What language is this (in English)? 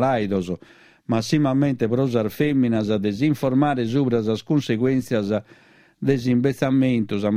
Sardinian